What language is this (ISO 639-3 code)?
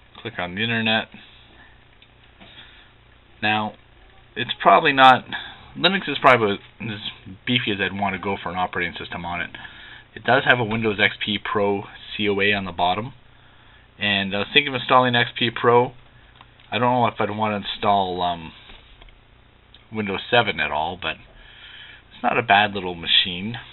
eng